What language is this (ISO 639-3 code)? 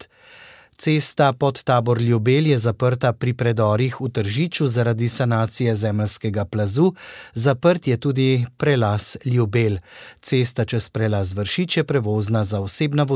slv